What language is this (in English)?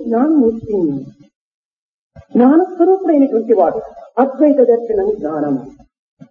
Telugu